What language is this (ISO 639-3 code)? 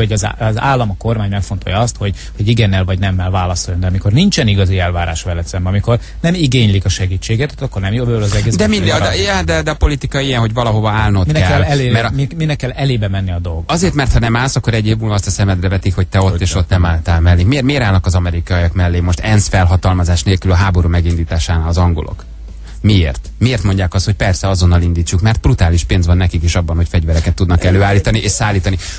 hun